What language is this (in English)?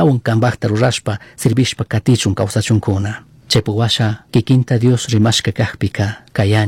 Chimborazo Highland Quichua